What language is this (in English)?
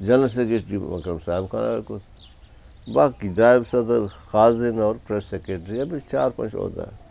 Eastern Balochi